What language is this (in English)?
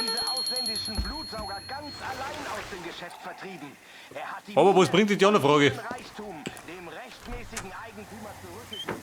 Bavarian